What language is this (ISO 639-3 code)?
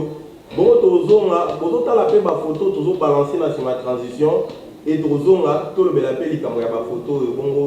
lin